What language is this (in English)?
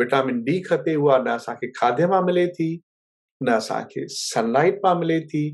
Sindhi